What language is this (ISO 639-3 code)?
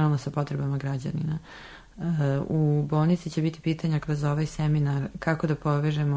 srp